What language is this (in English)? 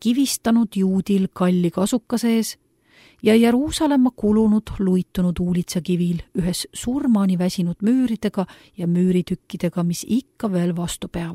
Estonian